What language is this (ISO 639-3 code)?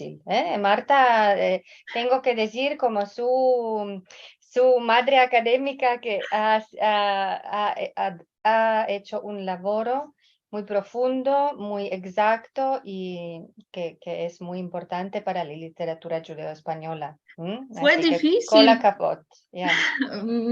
lad